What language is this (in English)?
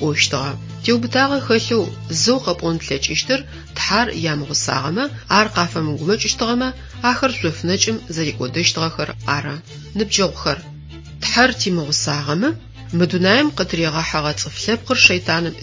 Adyghe